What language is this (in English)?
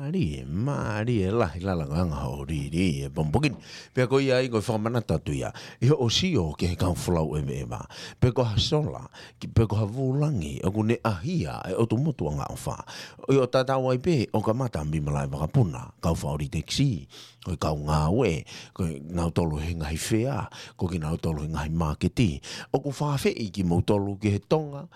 Tongan